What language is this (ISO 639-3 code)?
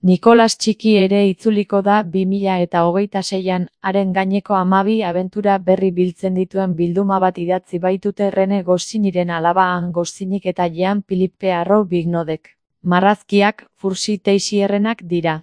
eus